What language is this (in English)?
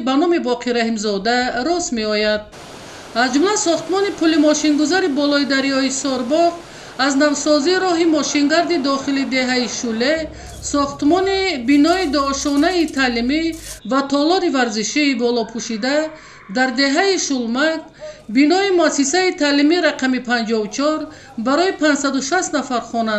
Tajik